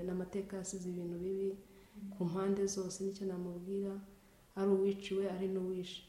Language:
Kinyarwanda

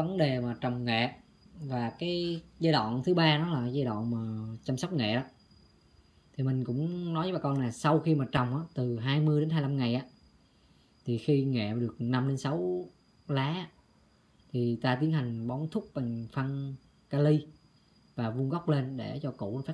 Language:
Vietnamese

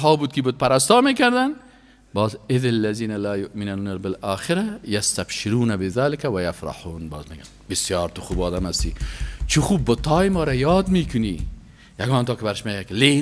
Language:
Persian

